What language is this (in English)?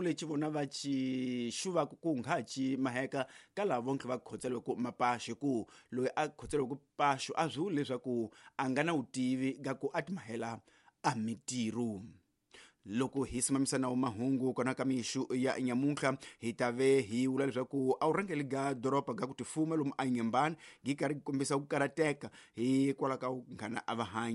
Tsonga